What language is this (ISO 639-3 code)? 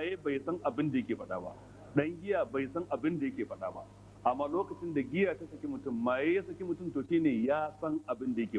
hau